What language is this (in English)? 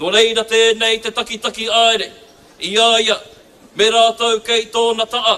Māori